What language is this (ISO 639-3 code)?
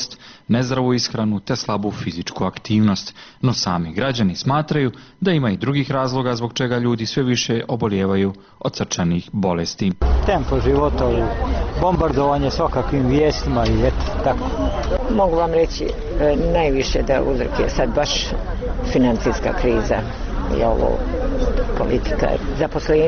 bos